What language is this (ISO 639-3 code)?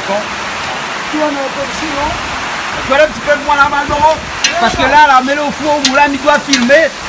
rcf